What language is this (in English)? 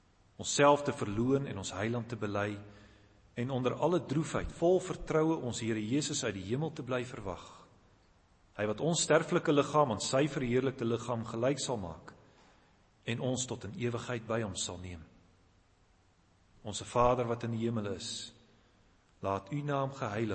Afrikaans